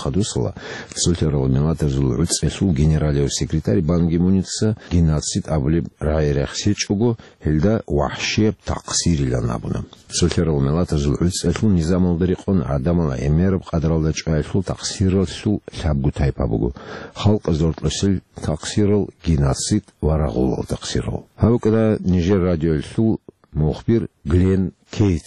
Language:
Avaric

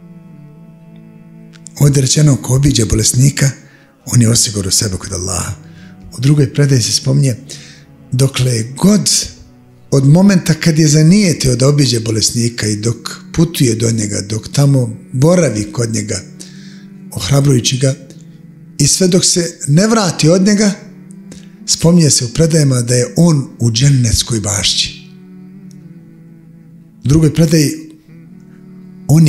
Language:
Bosnian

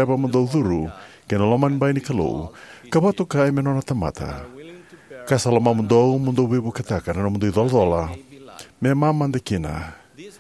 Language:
Fijian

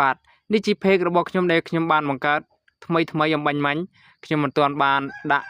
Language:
Khmer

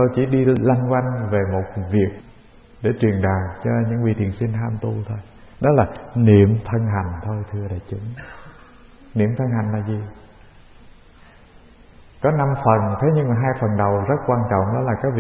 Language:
Vietnamese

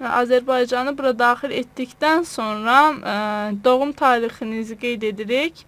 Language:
Azerbaijani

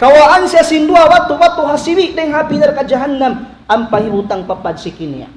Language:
Tausug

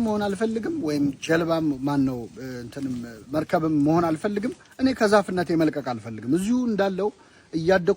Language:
Amharic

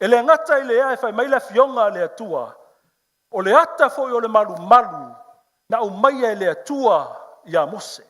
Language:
Samoan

